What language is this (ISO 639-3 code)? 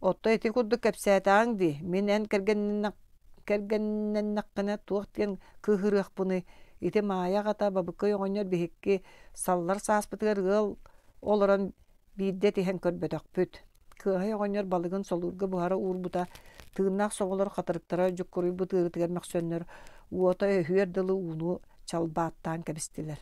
sah